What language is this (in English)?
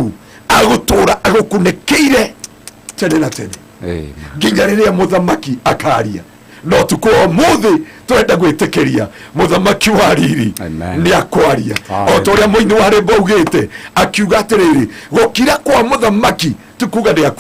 Kikuyu